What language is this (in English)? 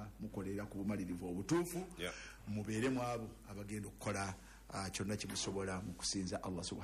Ganda